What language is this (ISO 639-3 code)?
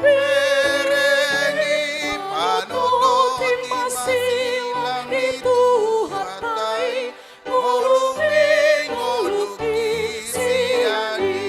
bbc